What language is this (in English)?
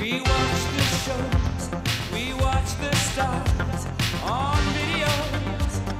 Western Frisian